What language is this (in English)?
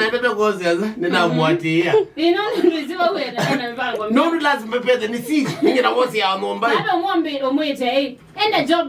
Kamba